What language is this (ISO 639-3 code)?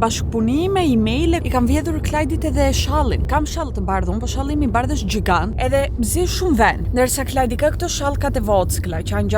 sqi